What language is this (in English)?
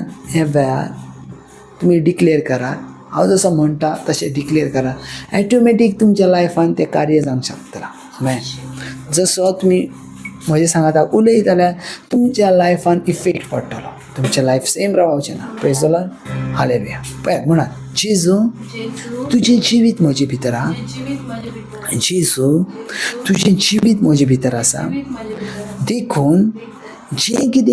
Konkani